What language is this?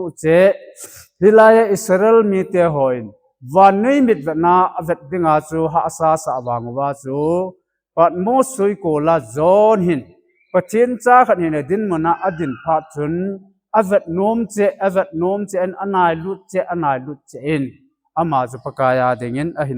Thado Chin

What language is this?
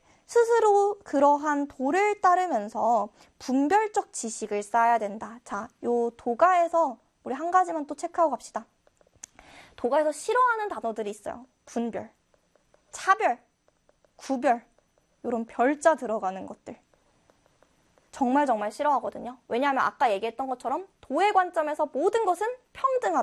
Korean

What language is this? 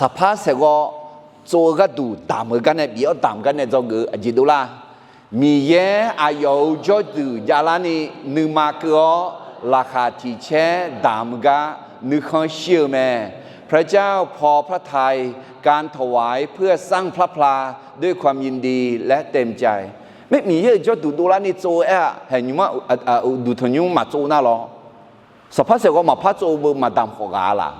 Akha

